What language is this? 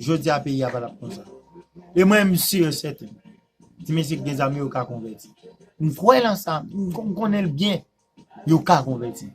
Haitian Creole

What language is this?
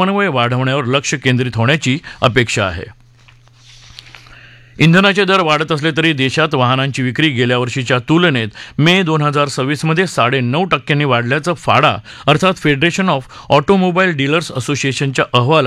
Marathi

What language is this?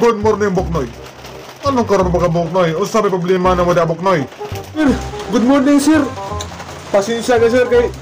Cebuano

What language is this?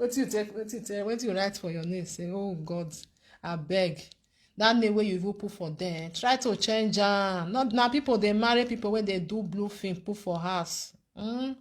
Nigerian Pidgin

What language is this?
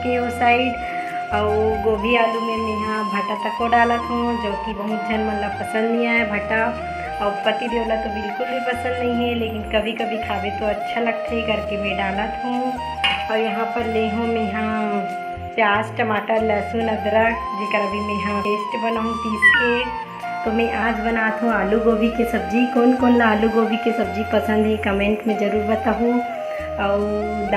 Chhattisgarhi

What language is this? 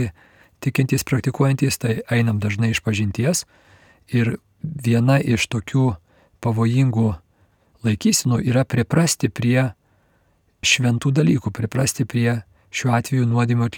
Lithuanian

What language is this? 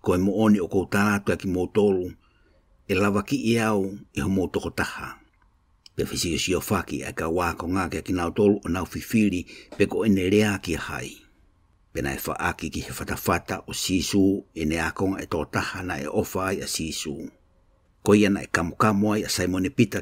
Tongan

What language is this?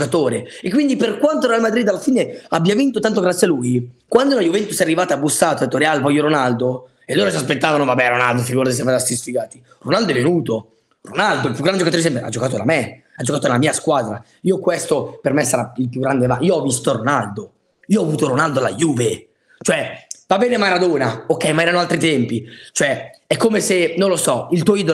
Italian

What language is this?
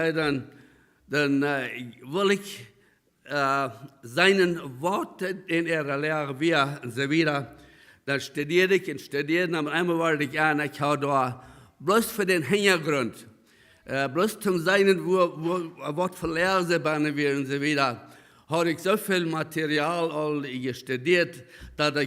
Plautdietsch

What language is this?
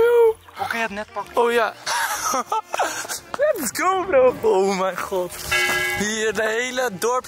Dutch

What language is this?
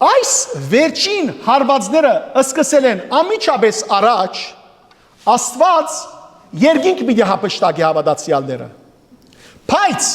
Western Armenian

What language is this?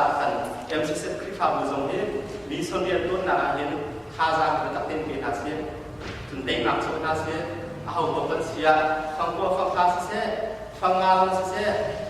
Hakha Chin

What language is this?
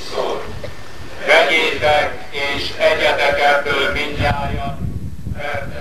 Hungarian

